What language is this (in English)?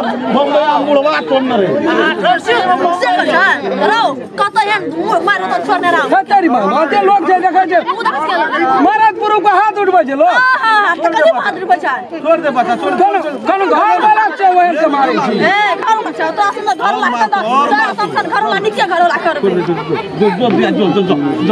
Maithili